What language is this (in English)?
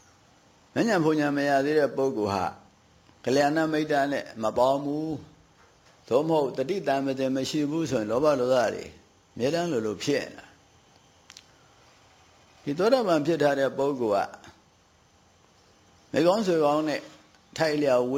Burmese